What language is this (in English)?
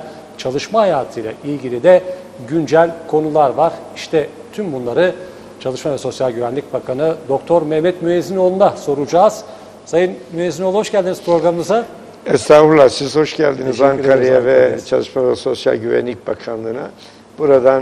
Turkish